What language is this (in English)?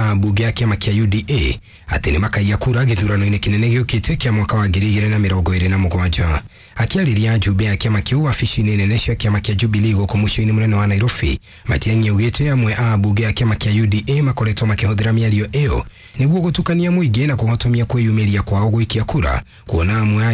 Kikuyu